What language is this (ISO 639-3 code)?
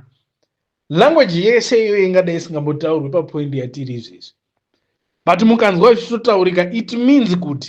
sna